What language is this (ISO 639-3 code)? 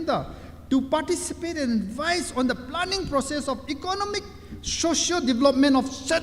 nmf